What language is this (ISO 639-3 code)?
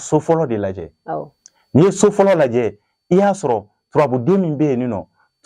bam